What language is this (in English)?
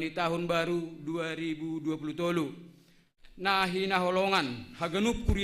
Batak Simalungun